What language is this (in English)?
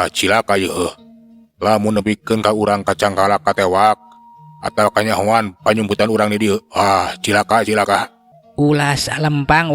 Sundanese